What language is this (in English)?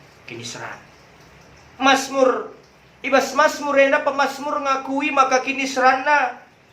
Batak Karo